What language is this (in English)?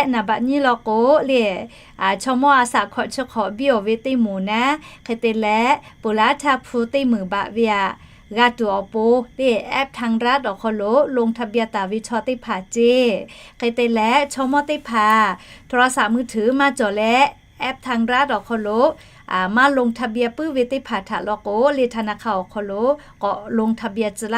Lahu